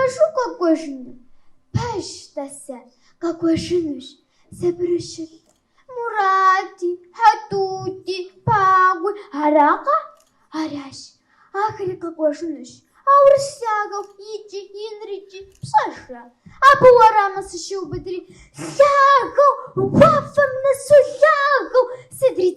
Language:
Kabardian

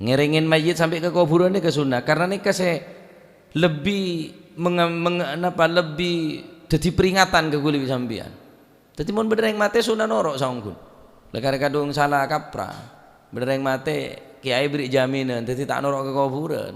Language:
Madurese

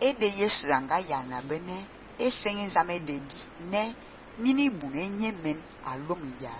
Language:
Fang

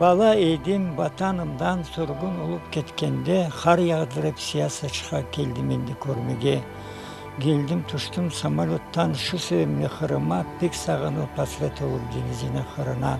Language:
Crimean Tatar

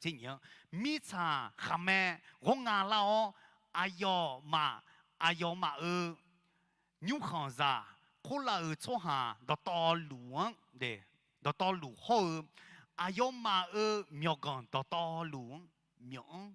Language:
Akha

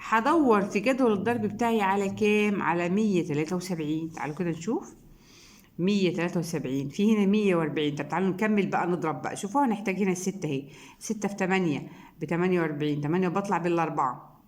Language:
Egyptian Arabic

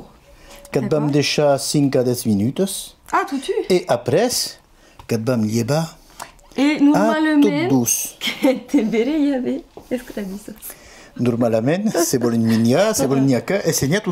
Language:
Occitan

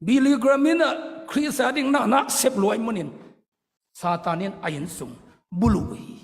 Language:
Tedim Chin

